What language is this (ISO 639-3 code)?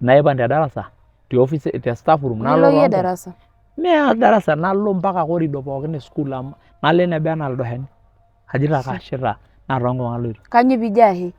mas